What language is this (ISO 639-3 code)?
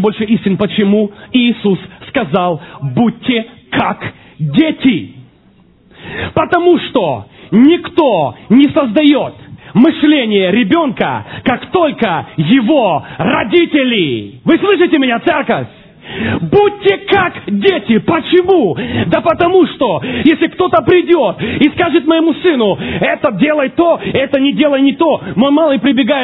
rus